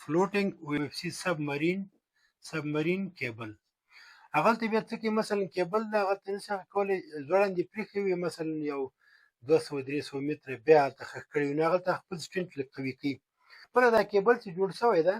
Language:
Pashto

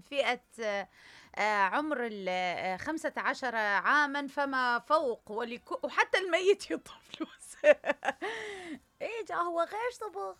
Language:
Mesopotamian Arabic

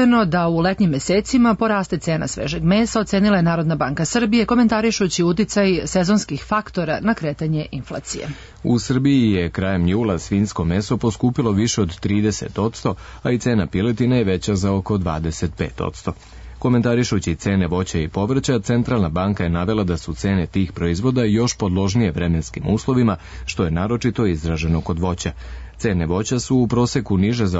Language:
Serbian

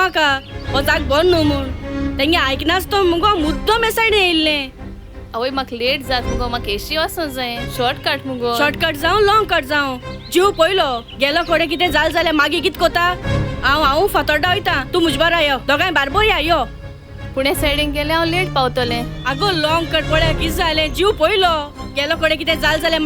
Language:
Konkani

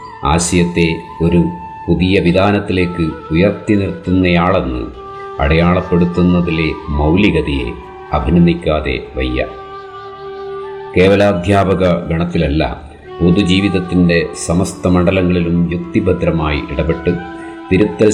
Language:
Malayalam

